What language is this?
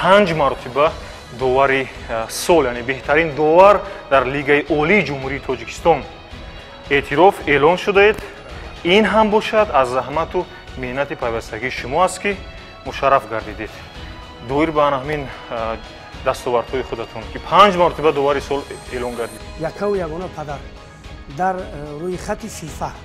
Tajik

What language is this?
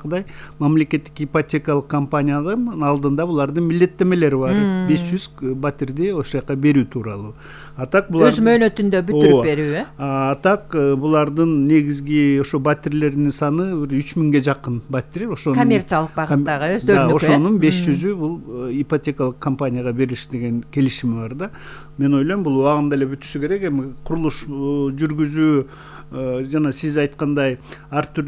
Kyrgyz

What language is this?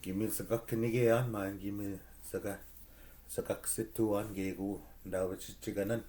Chippewa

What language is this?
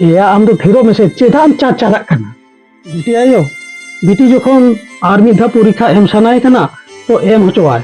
Santali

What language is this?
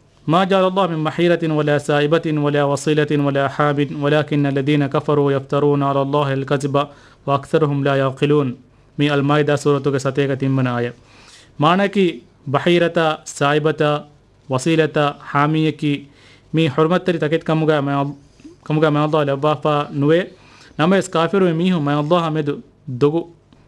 Divehi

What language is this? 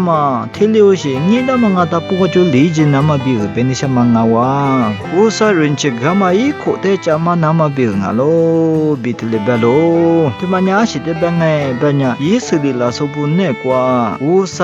Lisu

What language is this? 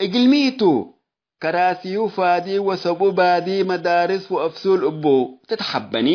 Tigre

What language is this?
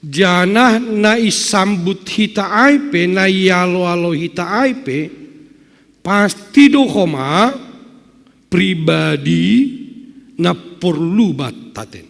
Batak Simalungun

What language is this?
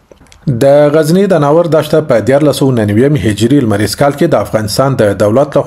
Pashto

